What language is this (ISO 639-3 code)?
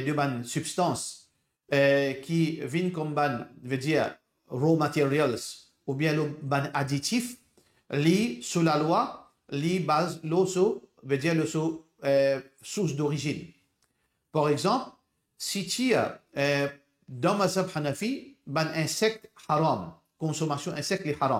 mfe